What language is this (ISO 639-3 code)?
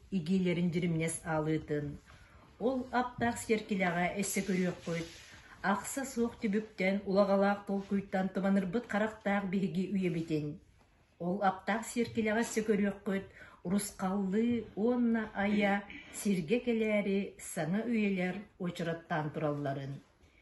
sah